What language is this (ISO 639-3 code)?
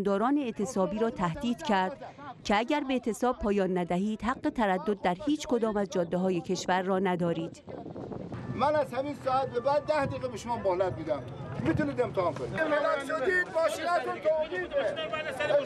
fas